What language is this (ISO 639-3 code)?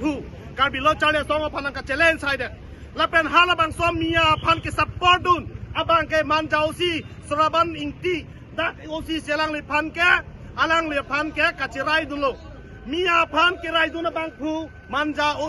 mjw